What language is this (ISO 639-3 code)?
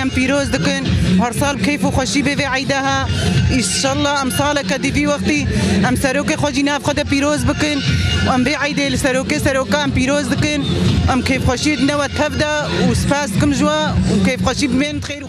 kur